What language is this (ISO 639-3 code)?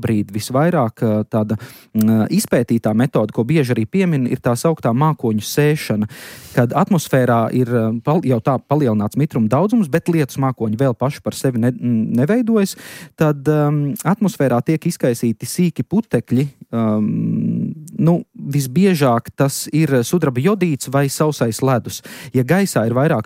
lav